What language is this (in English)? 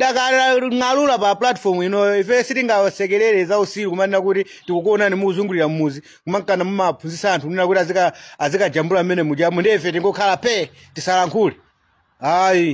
Nyanja